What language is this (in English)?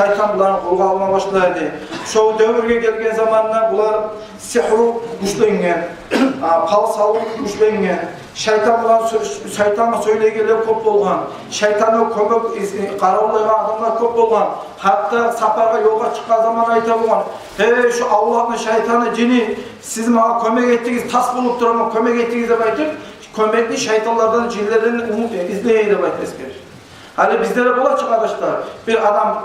Kumyk